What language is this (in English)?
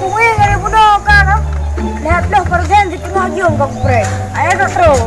Achinese